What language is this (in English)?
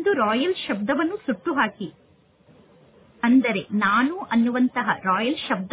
Kannada